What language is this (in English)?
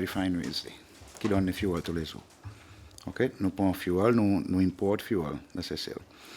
Seselwa Creole French